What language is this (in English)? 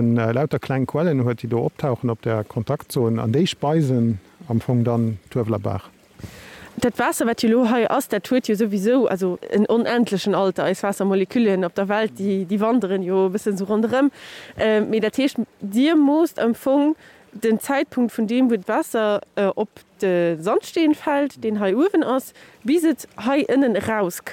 Luxembourgish